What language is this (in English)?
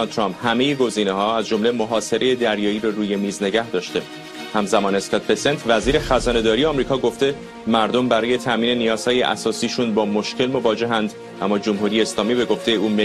Persian